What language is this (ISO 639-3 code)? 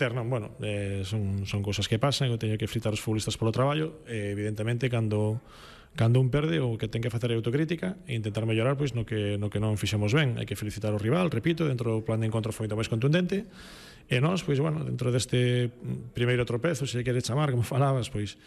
glg